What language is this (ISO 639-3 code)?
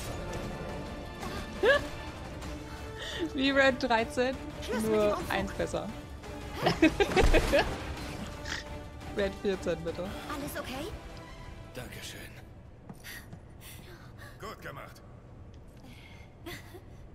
deu